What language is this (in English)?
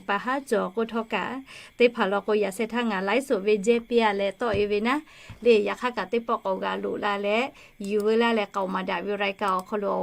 Lahu